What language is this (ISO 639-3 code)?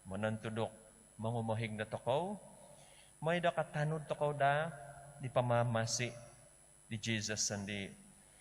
dtp